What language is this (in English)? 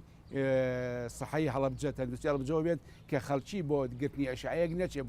Central Kurdish